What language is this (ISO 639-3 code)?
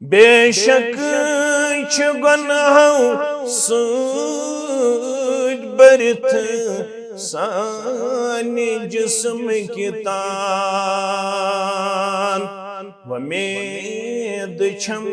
kas